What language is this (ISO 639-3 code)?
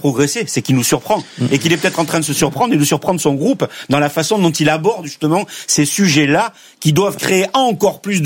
fra